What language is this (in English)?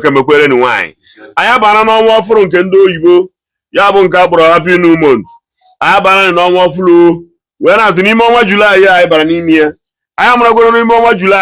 Igbo